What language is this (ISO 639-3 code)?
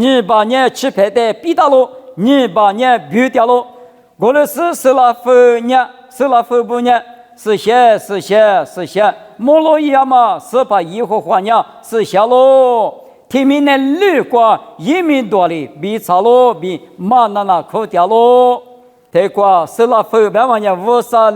lis